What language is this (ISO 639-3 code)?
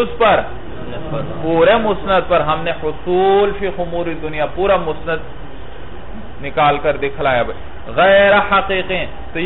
urd